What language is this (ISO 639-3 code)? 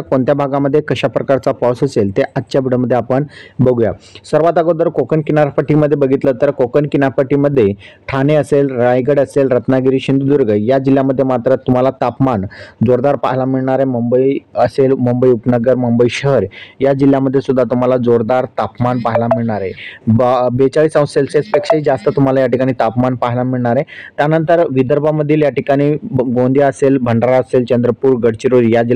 mar